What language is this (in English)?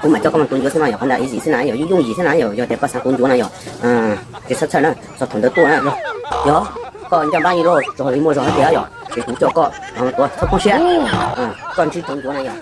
Hmong